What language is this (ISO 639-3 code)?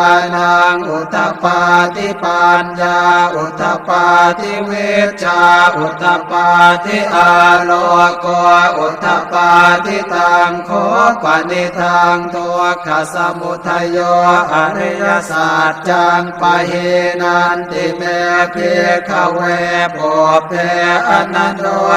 pli